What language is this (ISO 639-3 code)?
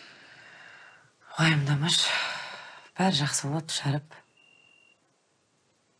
kaz